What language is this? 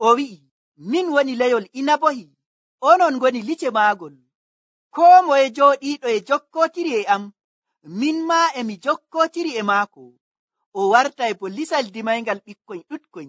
Nigerian Fulfulde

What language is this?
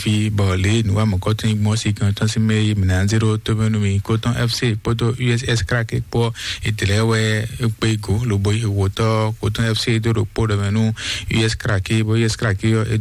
Fon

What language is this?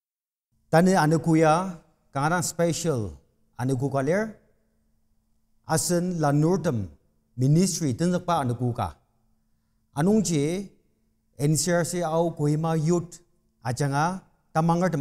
Ao Naga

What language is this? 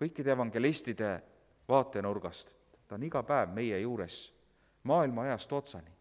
Estonian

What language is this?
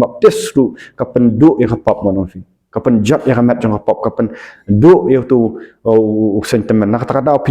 Khasi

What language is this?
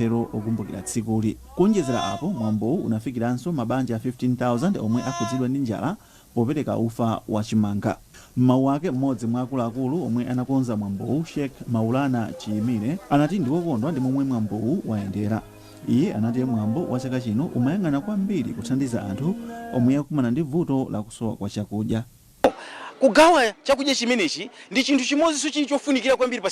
Nyanja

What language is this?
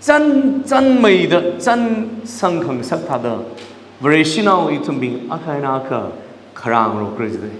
Tangkhul Naga (India)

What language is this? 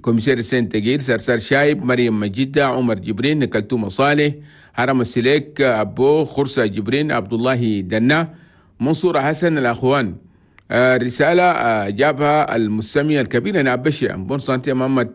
Chadian Arabic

